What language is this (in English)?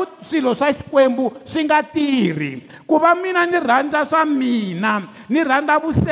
Tsonga